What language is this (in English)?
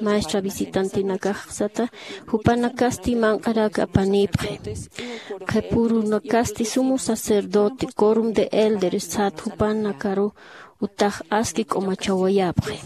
Aymara